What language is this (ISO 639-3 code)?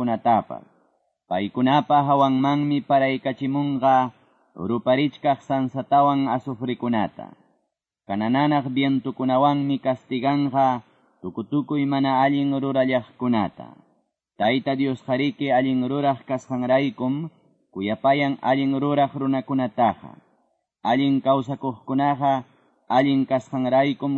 que